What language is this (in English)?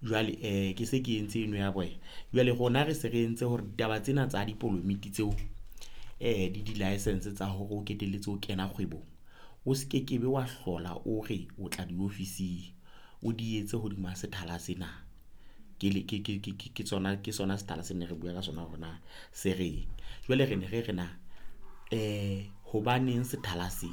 Southern Sotho